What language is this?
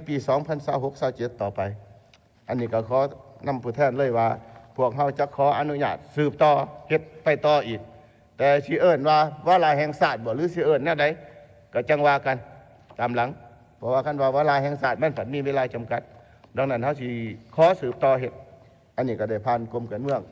Lao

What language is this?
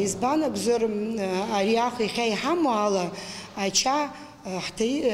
Abkhazian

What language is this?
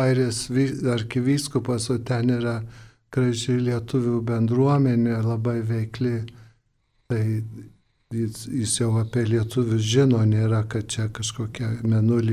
Lithuanian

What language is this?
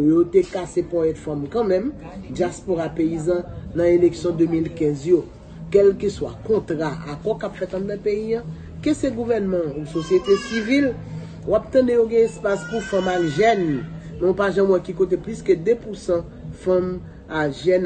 Haitian Creole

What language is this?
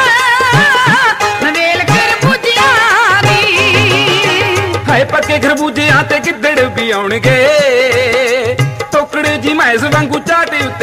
Punjabi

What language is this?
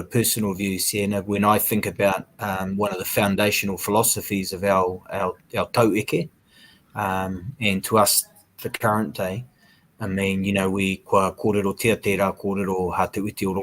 Māori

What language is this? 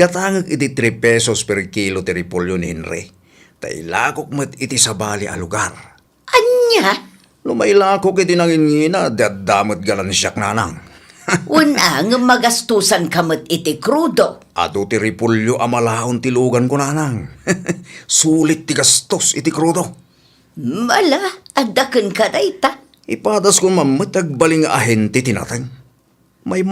Iloko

